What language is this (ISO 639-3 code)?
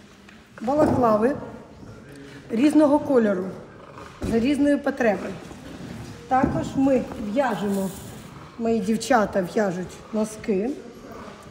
ukr